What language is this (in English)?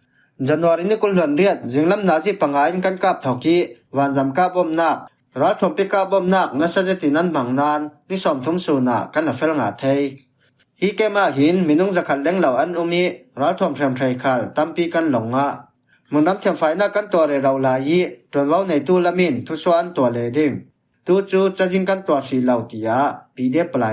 Falam Chin